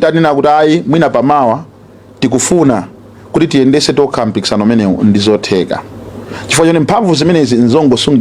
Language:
Nyanja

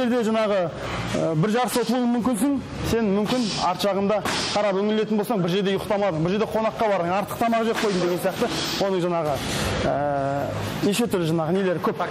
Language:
Kazakh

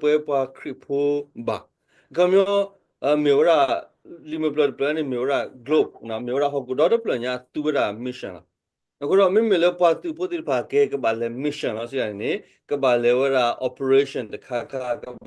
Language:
S'gaw Karen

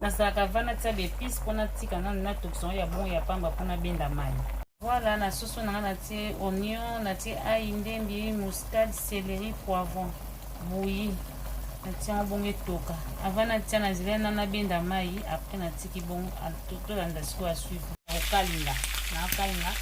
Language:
Lingala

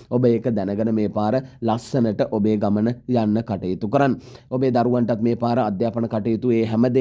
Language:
Sinhala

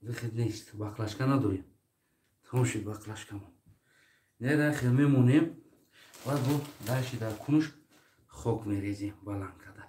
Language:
Tajik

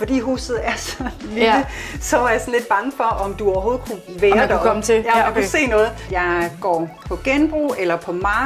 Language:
Danish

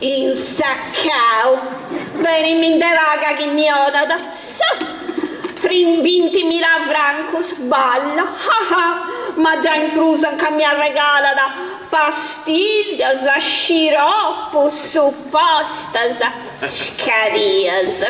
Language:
Sardinian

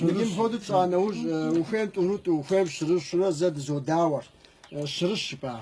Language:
Kabardian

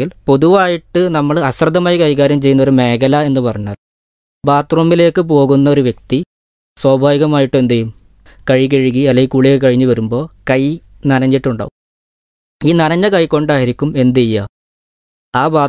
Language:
Malayalam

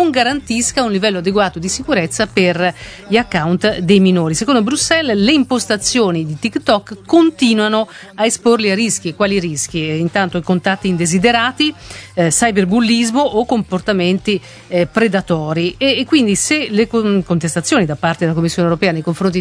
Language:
Italian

